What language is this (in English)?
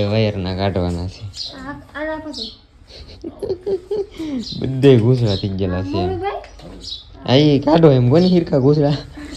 Gujarati